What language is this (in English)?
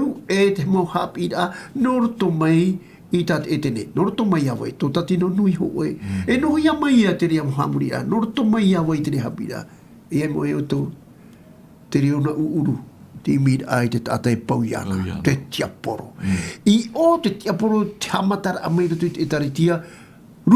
Tahitian